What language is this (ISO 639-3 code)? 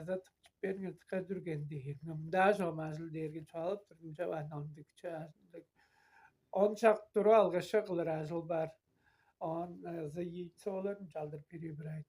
tyv